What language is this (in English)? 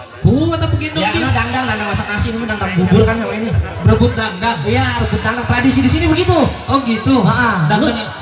Betawi